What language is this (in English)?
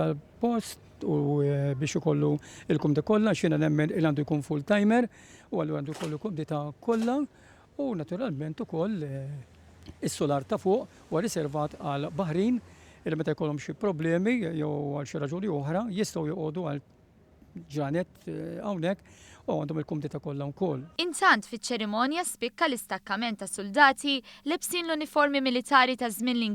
Maltese